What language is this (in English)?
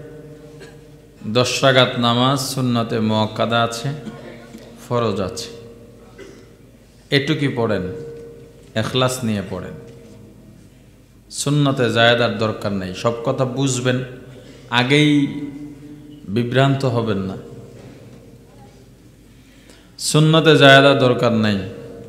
Bangla